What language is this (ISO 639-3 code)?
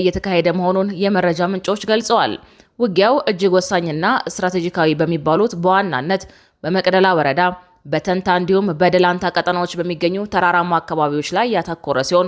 amh